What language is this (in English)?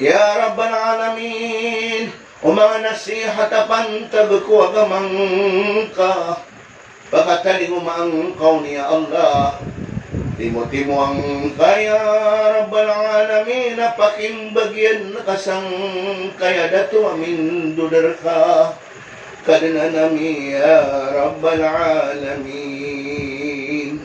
Maranao